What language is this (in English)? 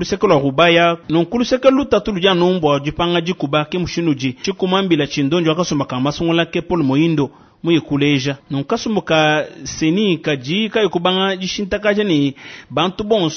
Luba-Lulua